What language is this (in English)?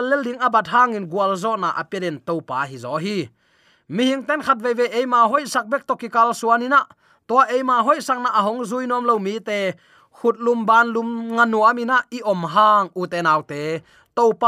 Tedim Chin